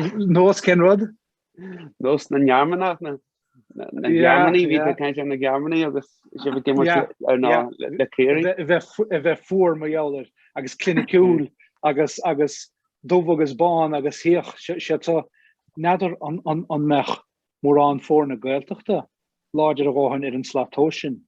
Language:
Irish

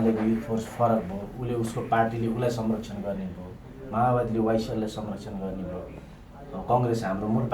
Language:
Nepali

